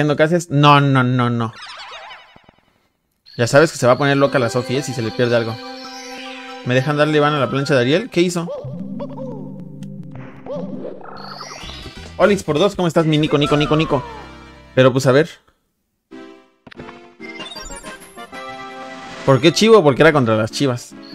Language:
Spanish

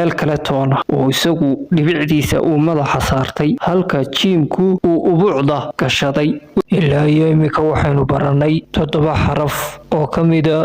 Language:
Somali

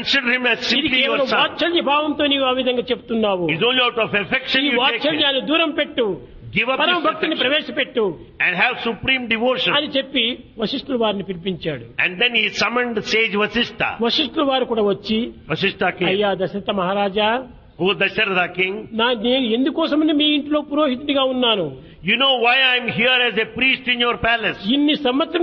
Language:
Telugu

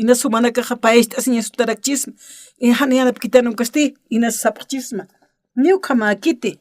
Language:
Aymara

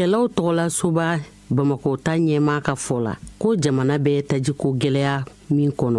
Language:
Bambara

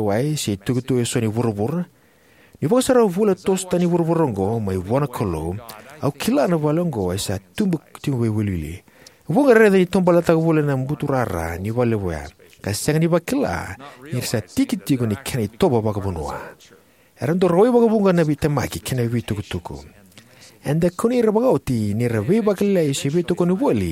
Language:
Fijian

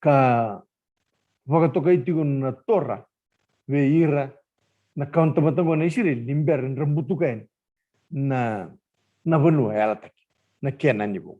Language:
Fijian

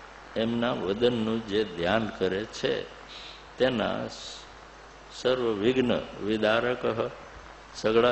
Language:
Gujarati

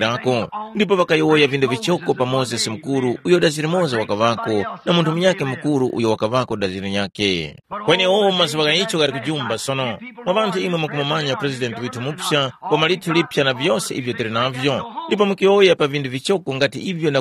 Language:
Tumbuka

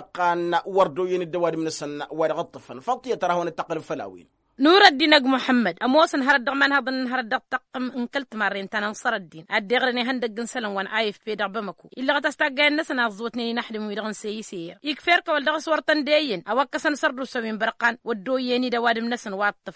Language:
Tamasheq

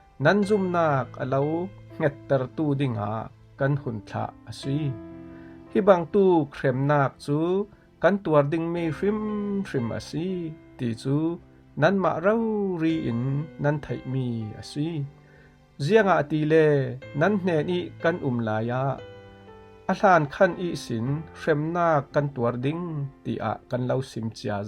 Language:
Falam Chin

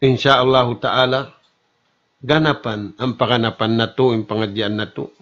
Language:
Tausug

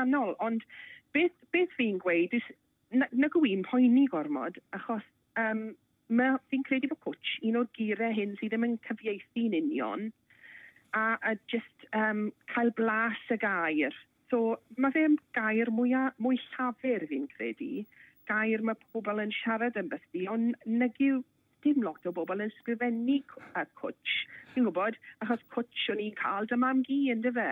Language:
Welsh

